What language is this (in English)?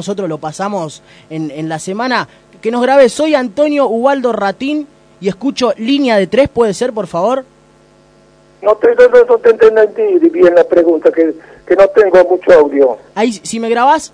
Spanish